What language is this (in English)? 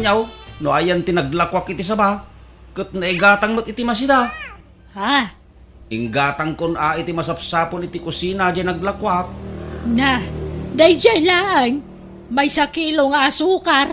Iloko